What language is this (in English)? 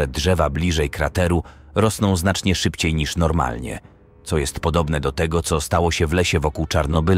Polish